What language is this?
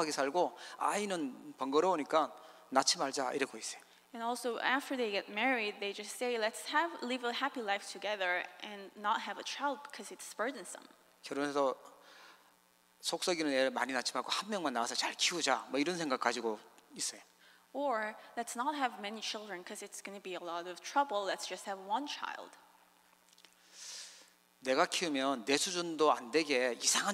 Korean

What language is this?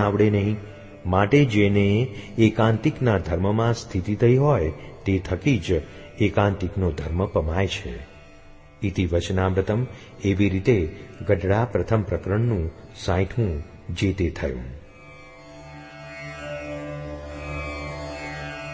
Gujarati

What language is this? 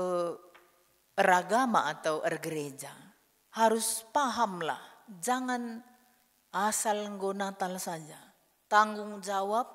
Batak Karo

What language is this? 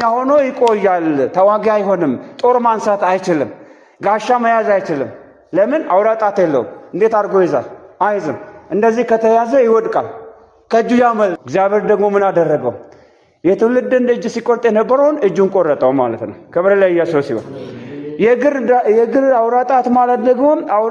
Amharic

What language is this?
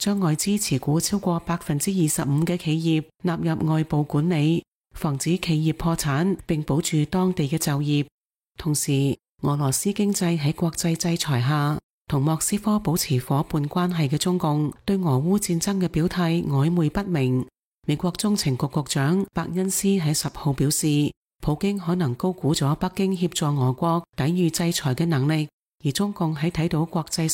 Cantonese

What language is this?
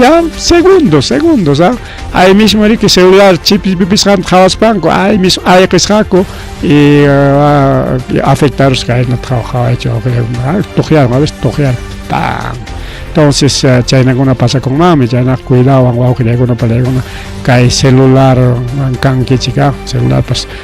Ayacucho Quechua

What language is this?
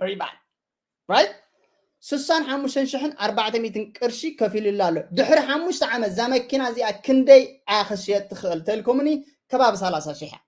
Tigrinya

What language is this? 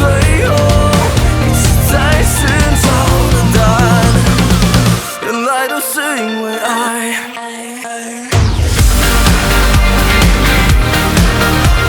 Chinese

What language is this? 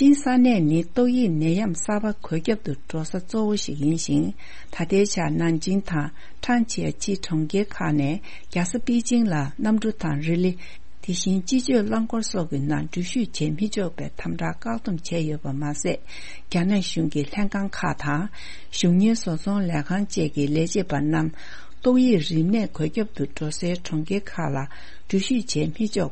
Tibetan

